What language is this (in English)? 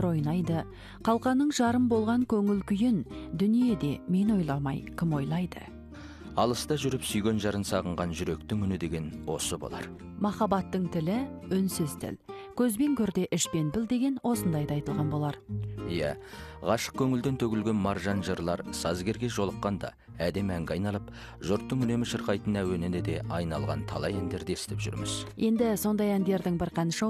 Kazakh